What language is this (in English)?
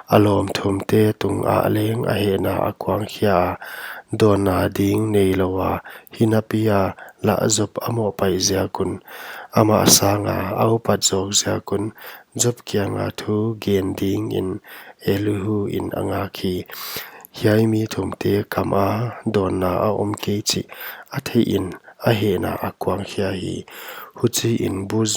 Paite Chin